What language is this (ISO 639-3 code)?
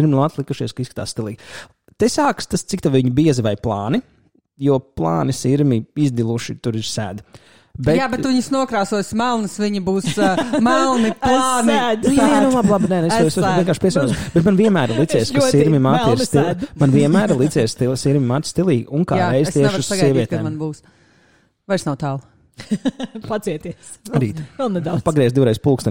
lav